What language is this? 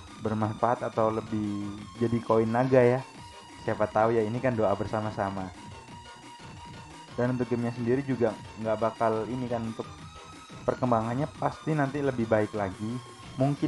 Indonesian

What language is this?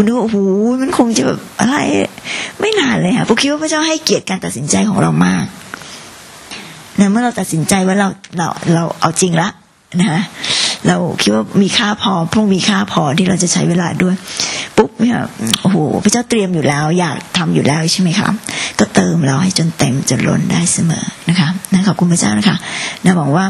Thai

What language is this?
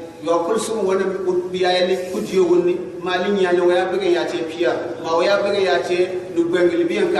Gourmanchéma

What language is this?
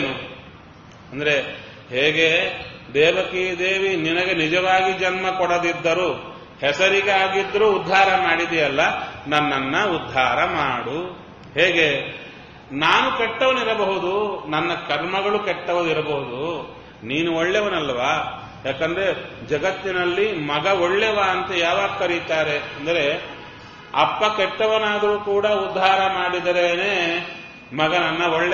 Kannada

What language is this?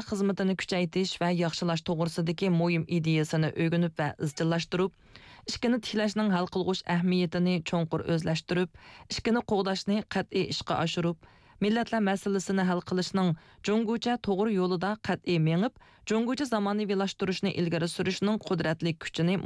Uyghur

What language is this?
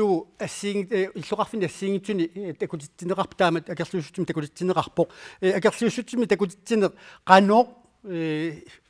Kalaallisut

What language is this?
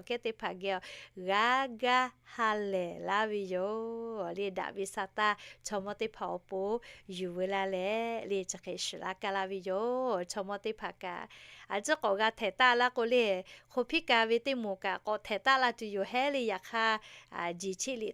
Lahu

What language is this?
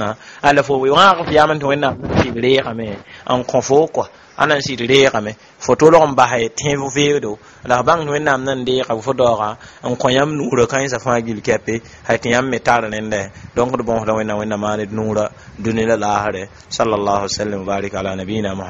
Mossi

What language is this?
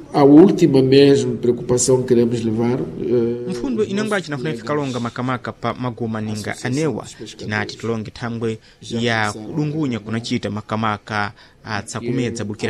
Sena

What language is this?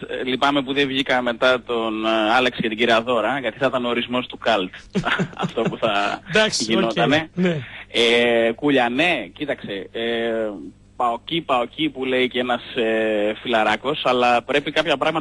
Greek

